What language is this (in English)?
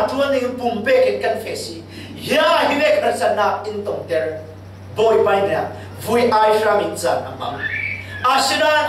Falam Chin